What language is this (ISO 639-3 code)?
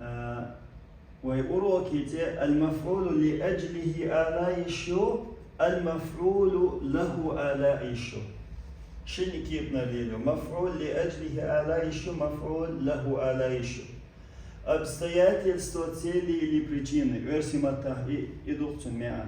che